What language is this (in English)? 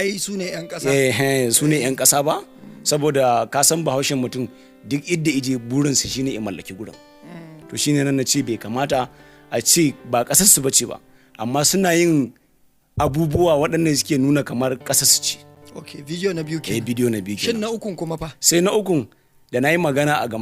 Hausa